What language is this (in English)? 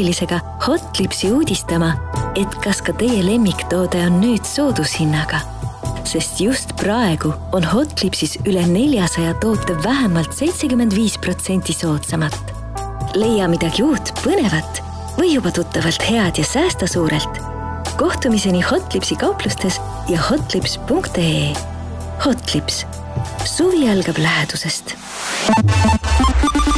Estonian